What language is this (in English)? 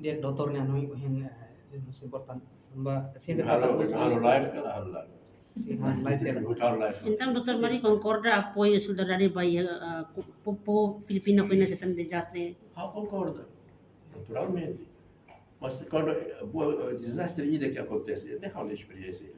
Tetum